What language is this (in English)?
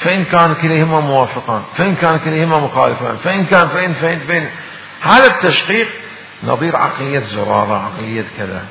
Mesopotamian Arabic